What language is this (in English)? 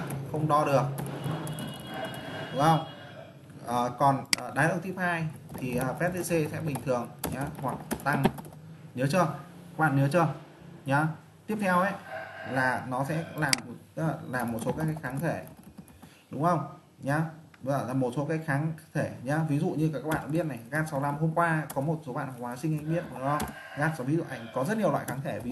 Vietnamese